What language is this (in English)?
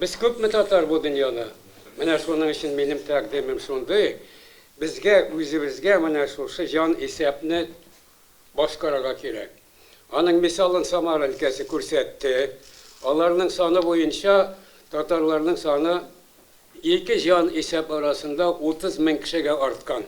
Tatar